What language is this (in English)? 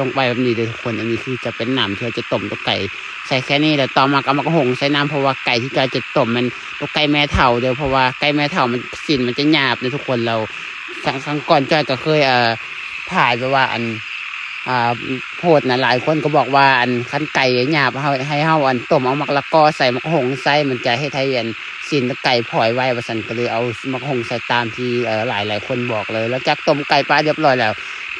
Lao